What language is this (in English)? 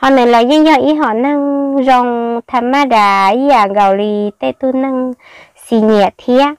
Hmong